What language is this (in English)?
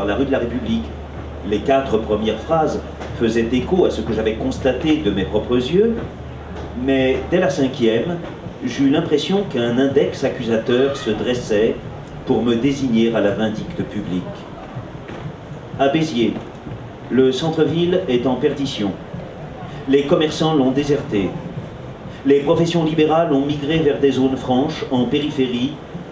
French